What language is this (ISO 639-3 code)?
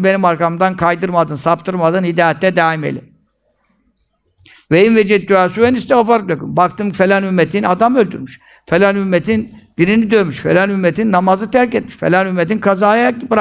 tur